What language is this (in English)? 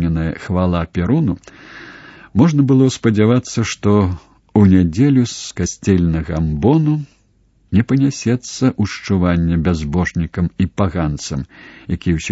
Belarusian